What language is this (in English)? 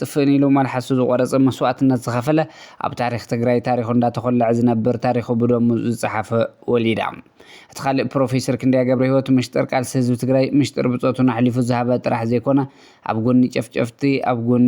Tigrinya